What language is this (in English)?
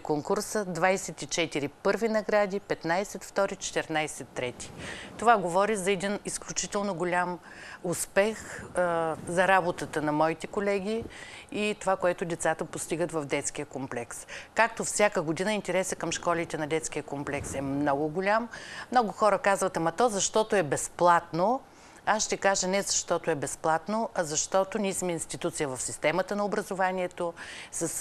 Bulgarian